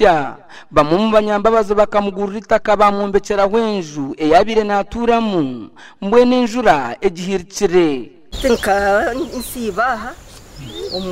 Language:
Nyankole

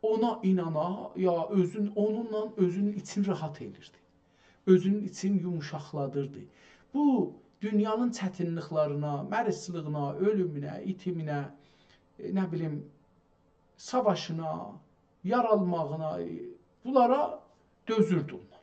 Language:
South Azerbaijani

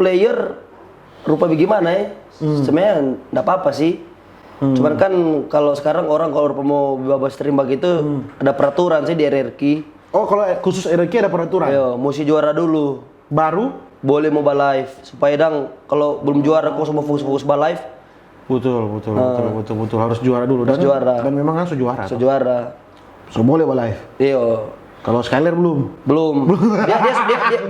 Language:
Manado Malay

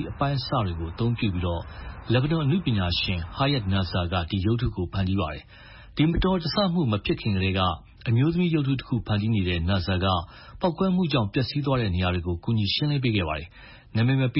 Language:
Burmese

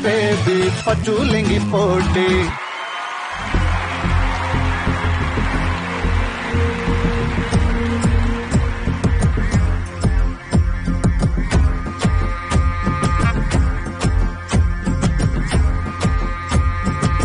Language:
Malayalam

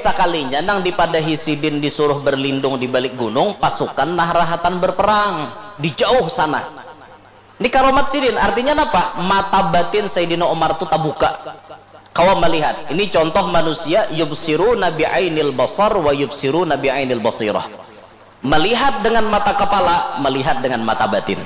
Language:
Banjar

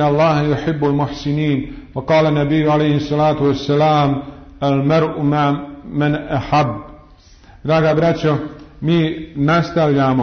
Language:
Bosnian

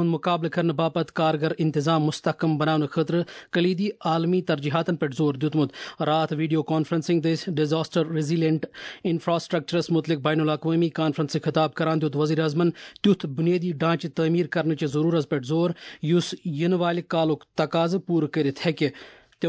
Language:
Kashmiri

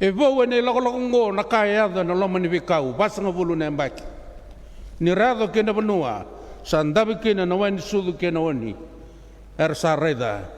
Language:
Fijian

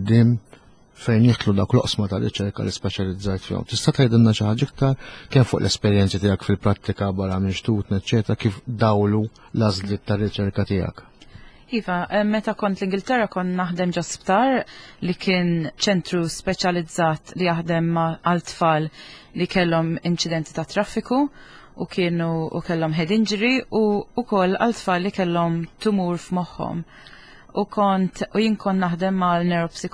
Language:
Maltese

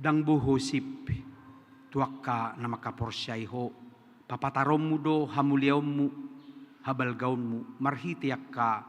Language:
Batak Toba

